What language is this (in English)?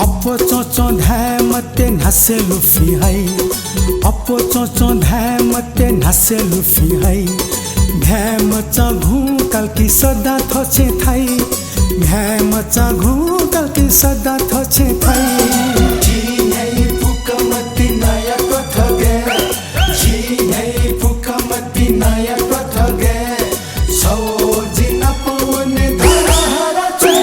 Newari